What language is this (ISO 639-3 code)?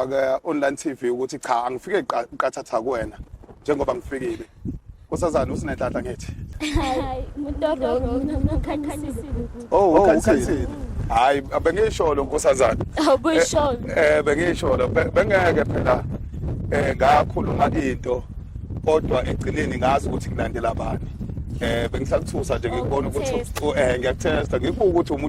zul